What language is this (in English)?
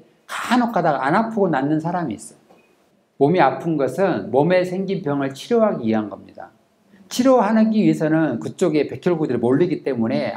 Korean